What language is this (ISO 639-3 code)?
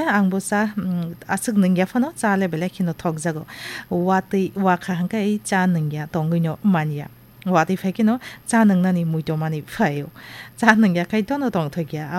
trp